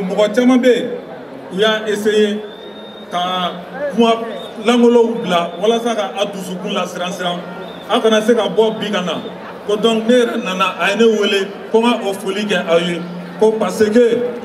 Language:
Bambara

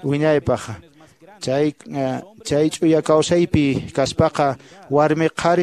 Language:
Quechua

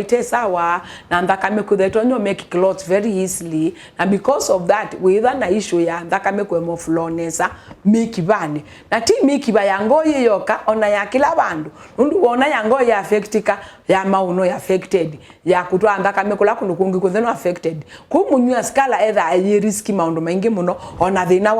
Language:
Kamba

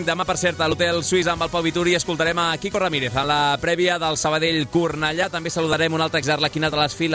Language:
Catalan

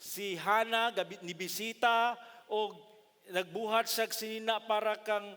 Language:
Cebuano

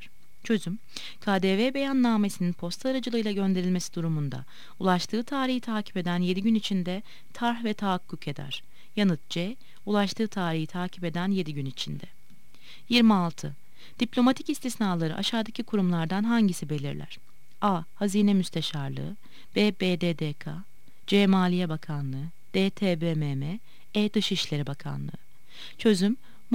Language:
Turkish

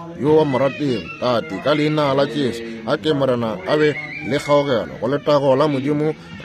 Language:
Northern Sotho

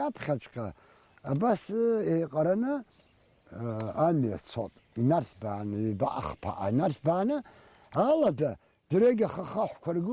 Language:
Abkhazian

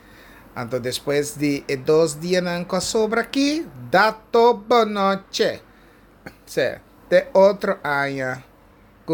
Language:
Papiamento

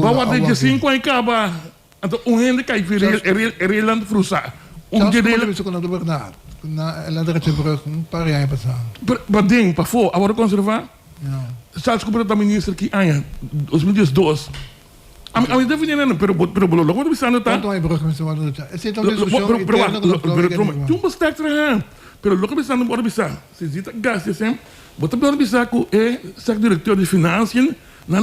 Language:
Papiamento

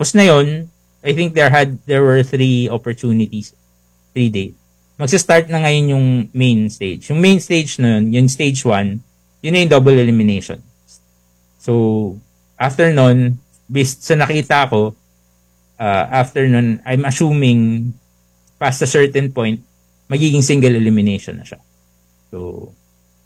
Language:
Filipino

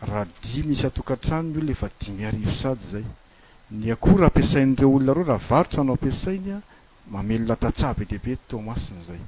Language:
Malagasy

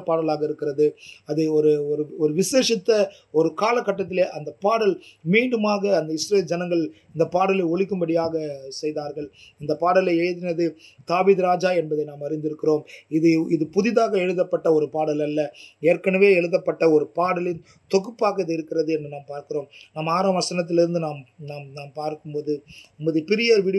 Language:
Tamil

